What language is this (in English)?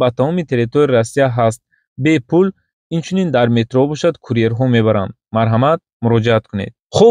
Tajik